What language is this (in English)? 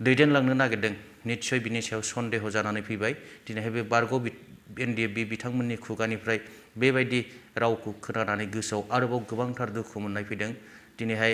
Bodo